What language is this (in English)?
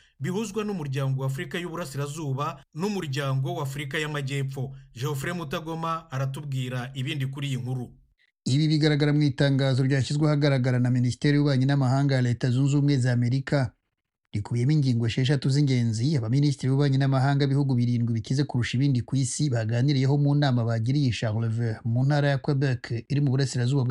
Kinyarwanda